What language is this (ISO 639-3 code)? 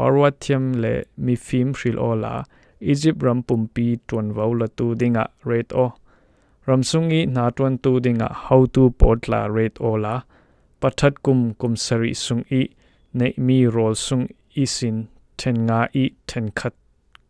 cfm